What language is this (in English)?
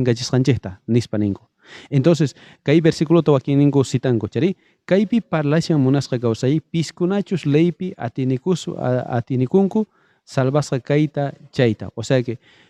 South Bolivian Quechua